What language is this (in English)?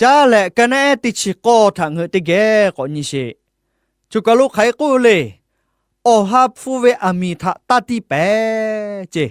Lahu